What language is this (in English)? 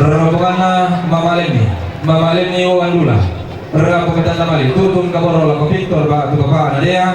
Toraja-Sa'dan